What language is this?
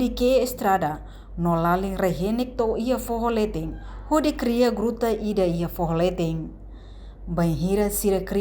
Tetum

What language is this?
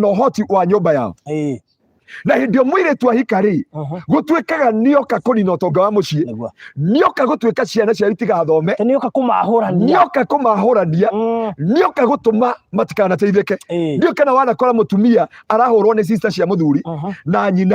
Kikuyu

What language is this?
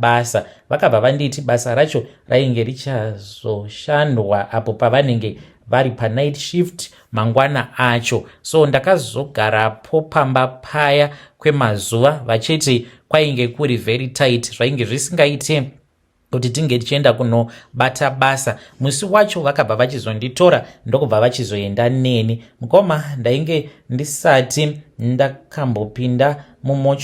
Shona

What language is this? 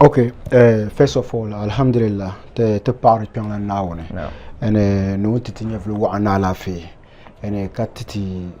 Dagbani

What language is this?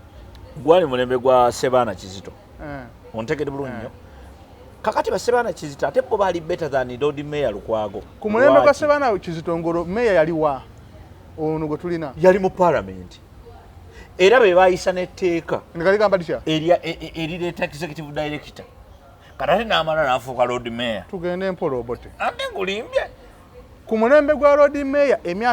Ganda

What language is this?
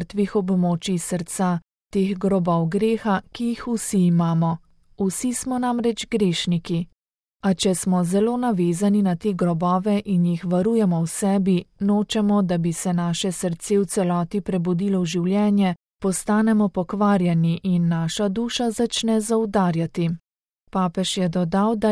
Slovenian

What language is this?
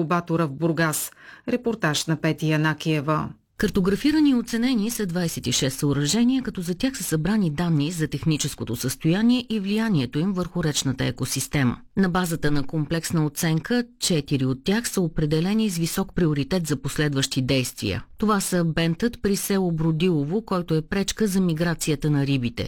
Bulgarian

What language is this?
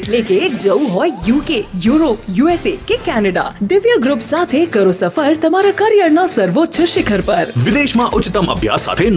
Gujarati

